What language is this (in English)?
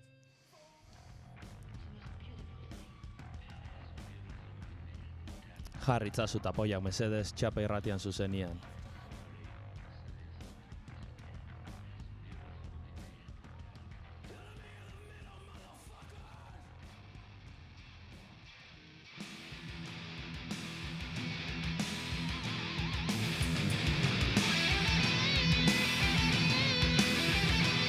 Basque